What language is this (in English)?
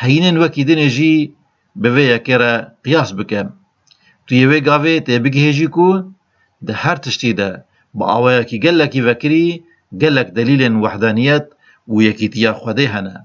Kurdish